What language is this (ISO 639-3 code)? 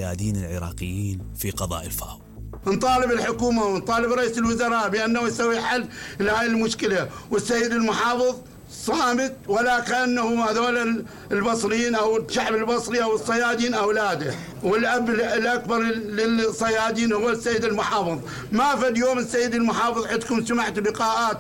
acm